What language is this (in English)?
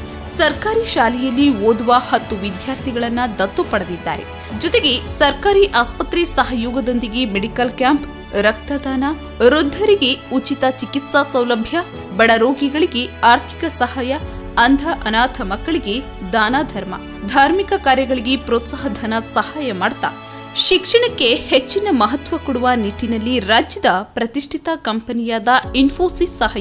Kannada